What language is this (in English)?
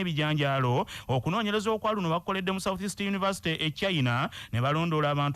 Ganda